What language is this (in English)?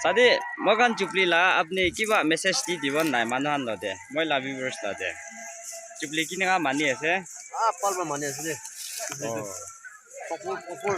Naga Pidgin